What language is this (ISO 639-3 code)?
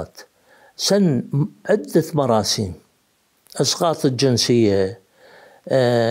acm